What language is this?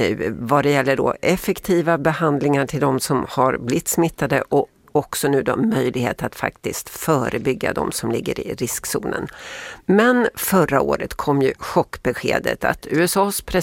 Swedish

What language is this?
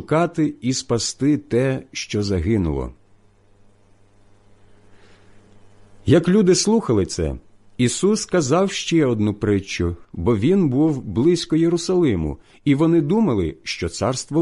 Ukrainian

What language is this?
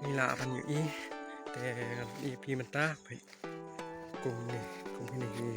Khasi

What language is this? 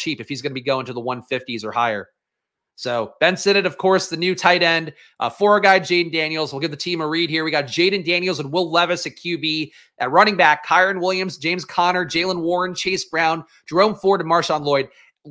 English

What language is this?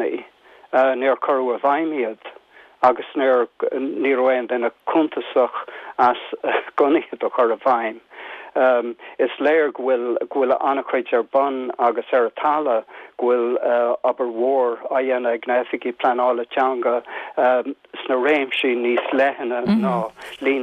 Irish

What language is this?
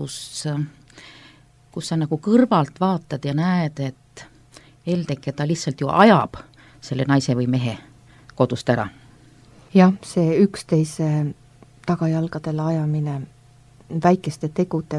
Estonian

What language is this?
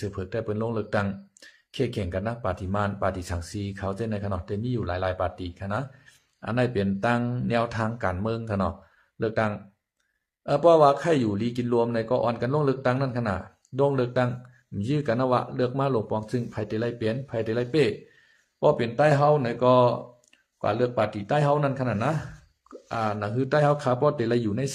Shan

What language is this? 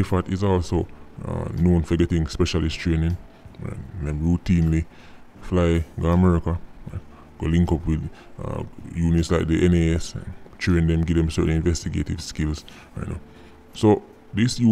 Jamaican Creole English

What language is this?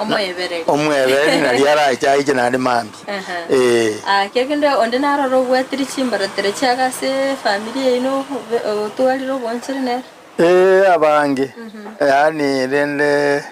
Gusii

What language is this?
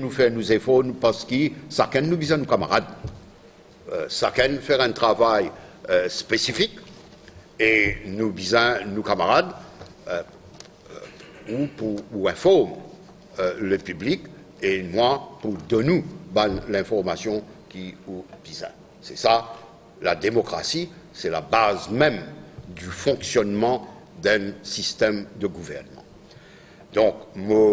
Morisyen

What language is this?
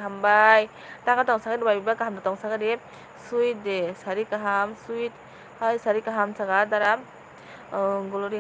Kok Borok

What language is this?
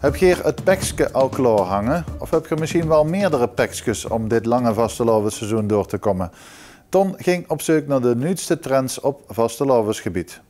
Limburgish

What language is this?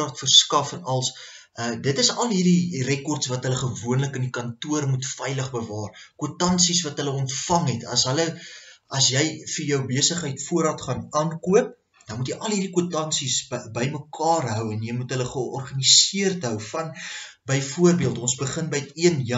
Afrikaans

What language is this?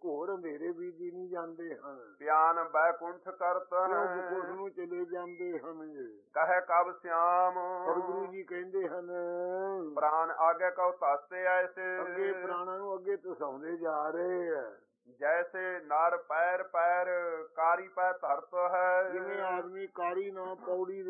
Punjabi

